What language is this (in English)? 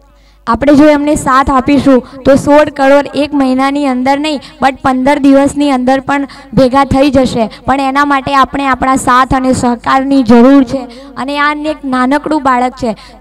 Gujarati